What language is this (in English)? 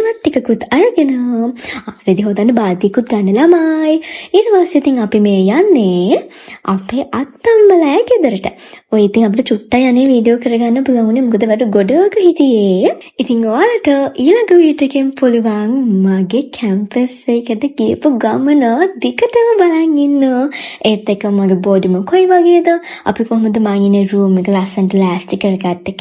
Sinhala